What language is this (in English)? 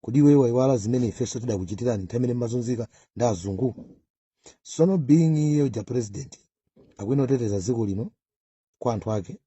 Nyanja